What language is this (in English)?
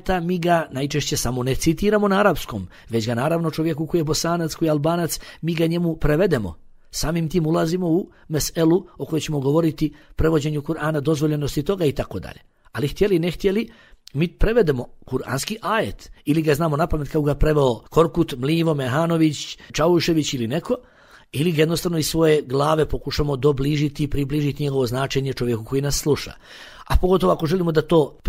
Bosnian